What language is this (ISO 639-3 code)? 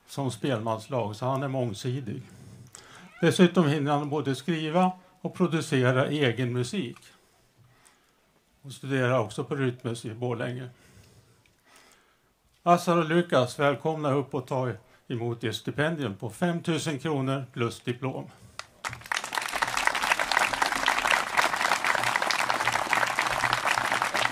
swe